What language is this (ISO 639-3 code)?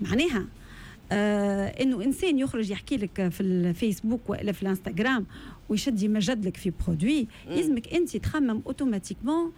aeb